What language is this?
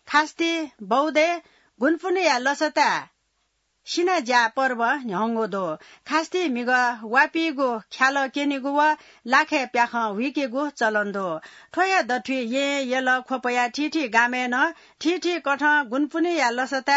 Newari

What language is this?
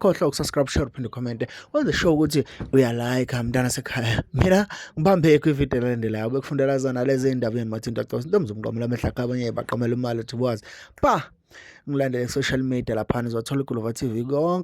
Zulu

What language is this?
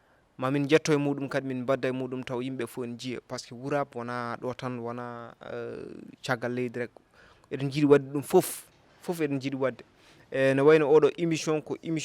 Fula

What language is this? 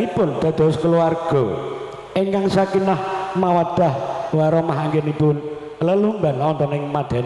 Javanese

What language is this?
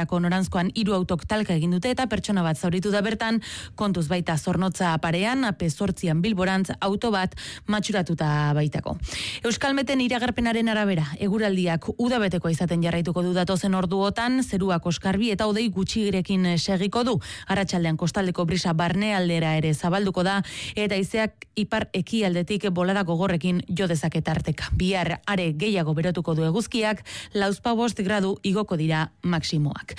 Basque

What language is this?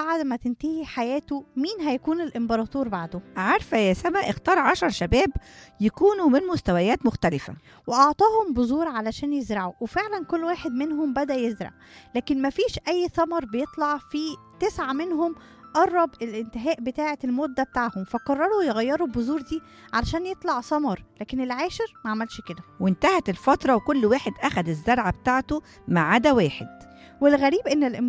Egyptian Arabic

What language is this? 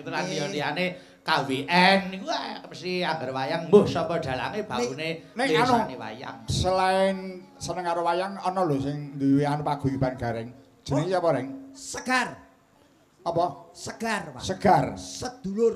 Javanese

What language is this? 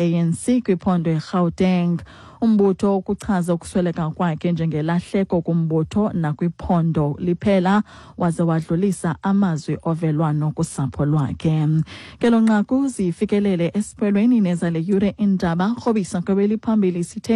Xhosa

